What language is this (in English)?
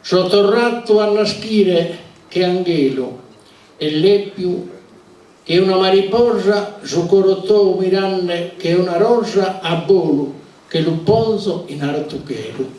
Sardinian